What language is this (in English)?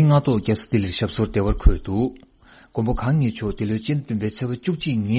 Tibetan